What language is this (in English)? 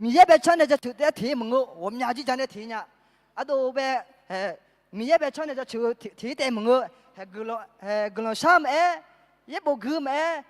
Akha